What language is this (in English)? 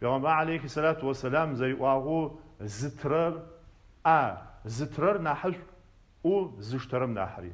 Adyghe